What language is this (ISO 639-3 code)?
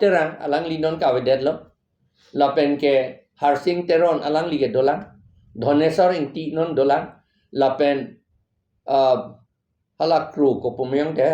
mjw